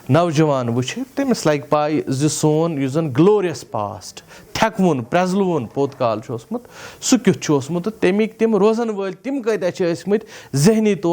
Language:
Kashmiri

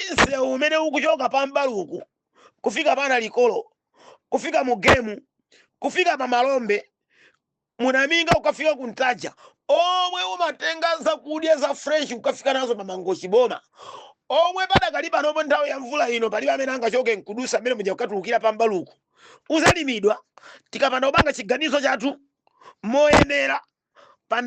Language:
Nyanja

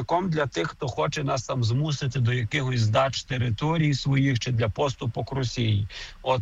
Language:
Ukrainian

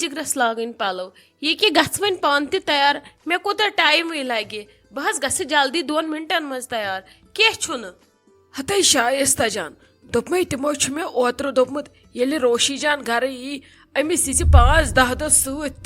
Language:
Kashmiri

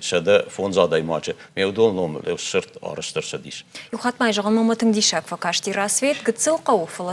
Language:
Ossetic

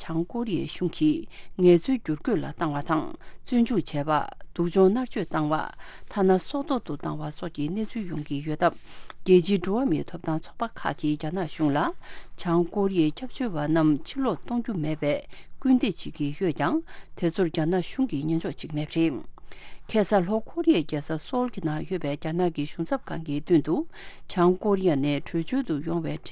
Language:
Tibetan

